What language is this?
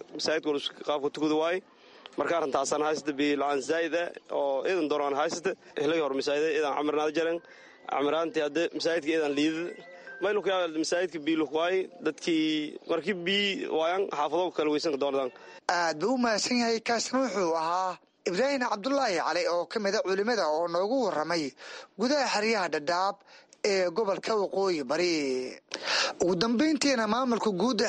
Somali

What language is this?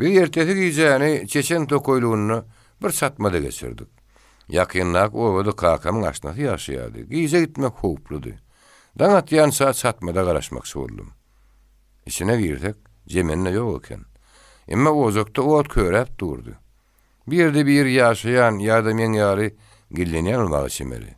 Turkmen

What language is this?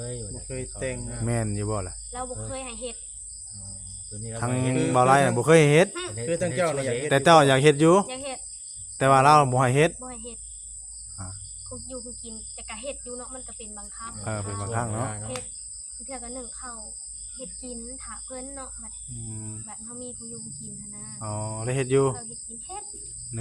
Northeastern Thai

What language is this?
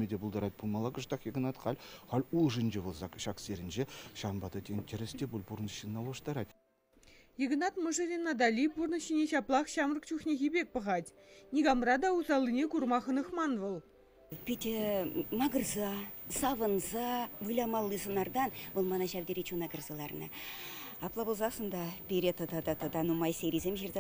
Chuvash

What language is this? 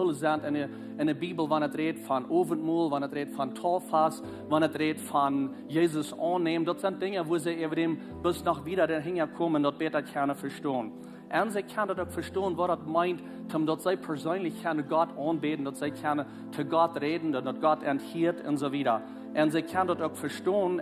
Plautdietsch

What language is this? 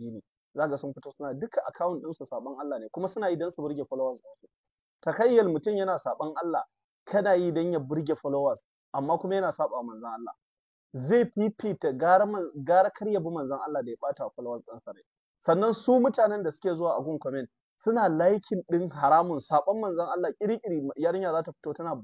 Hausa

